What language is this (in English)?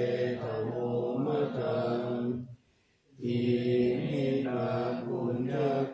Pali